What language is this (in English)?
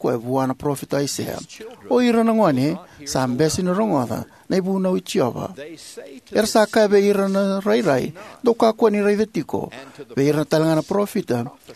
Fijian